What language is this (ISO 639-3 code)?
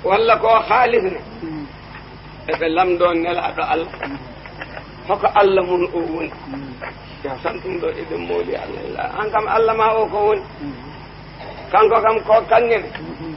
ful